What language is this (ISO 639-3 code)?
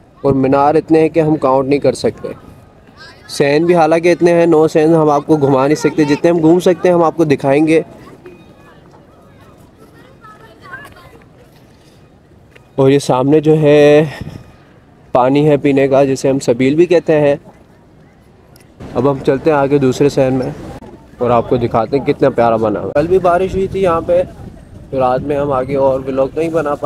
hin